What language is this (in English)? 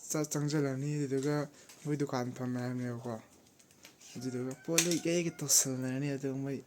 Manipuri